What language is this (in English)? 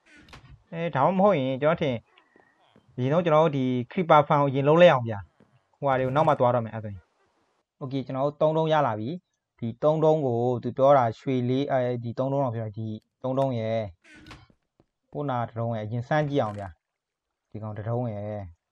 Burmese